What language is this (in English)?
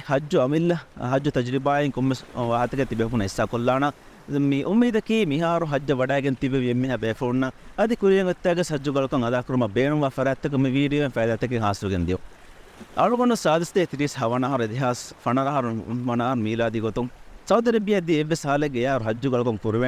Divehi